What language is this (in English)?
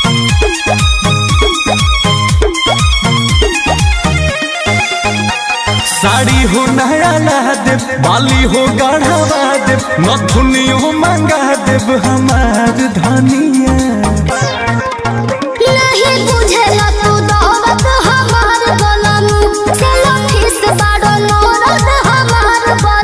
Bhojpuri